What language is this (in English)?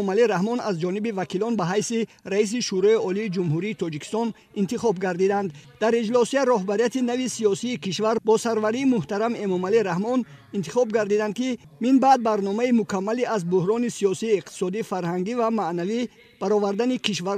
Tajik